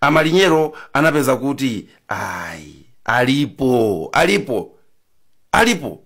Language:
Nyanja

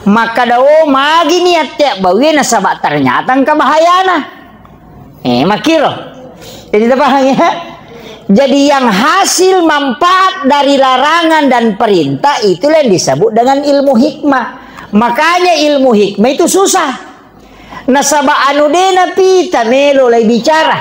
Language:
Buginese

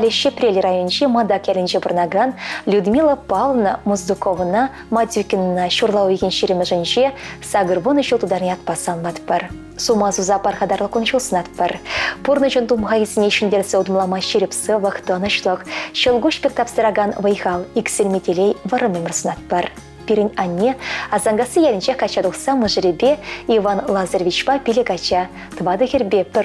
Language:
Chuvash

